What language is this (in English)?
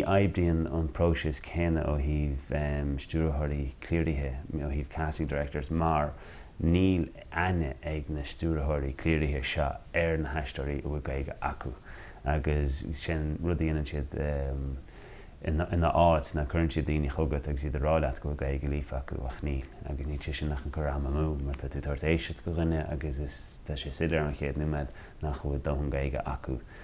Irish